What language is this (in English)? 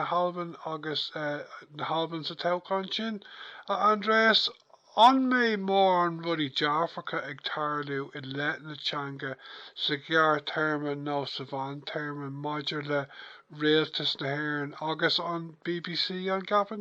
Irish